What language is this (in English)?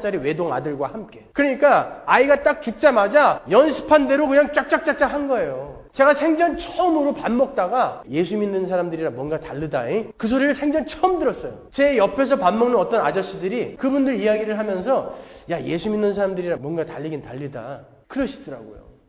Korean